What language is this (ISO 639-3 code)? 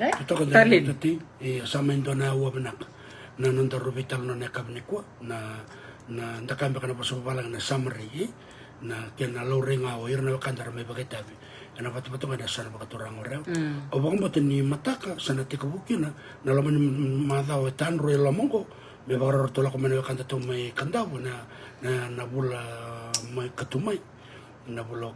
fij